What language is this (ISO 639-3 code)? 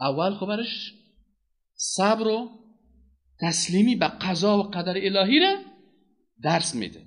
fas